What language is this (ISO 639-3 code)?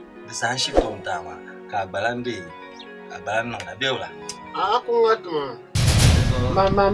dag